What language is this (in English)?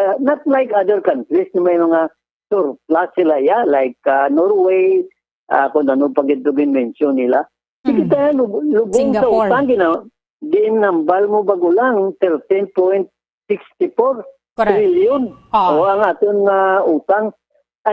Hiligaynon